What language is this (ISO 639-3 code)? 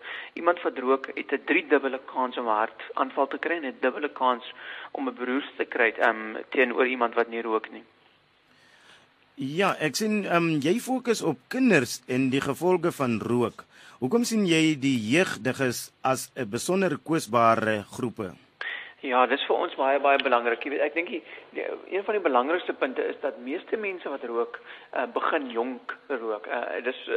afr